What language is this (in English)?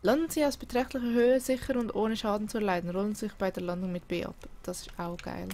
Swiss German